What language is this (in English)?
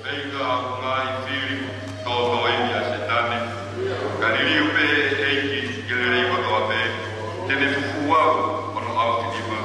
Tongan